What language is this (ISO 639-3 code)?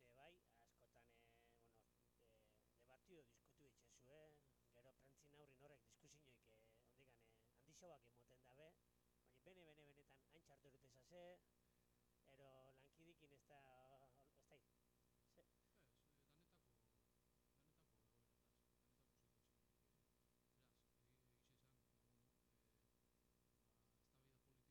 eus